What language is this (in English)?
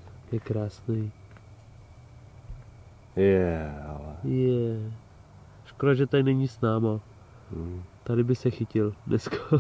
Czech